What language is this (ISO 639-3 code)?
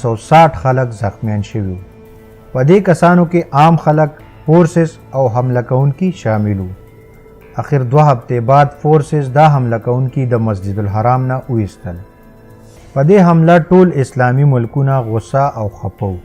pus